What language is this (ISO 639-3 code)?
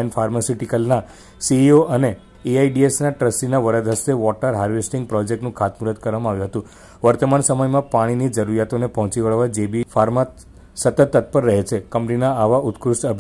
guj